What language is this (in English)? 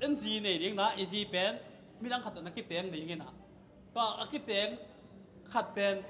Tedim Chin